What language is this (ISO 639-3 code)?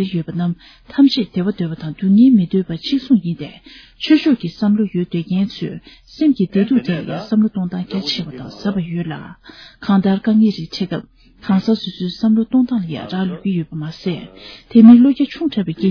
bod